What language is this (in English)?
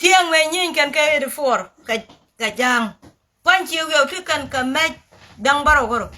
Nuer